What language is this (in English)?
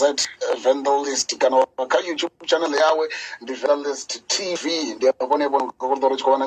Venda